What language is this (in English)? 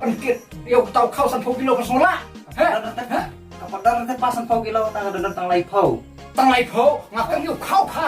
Khasi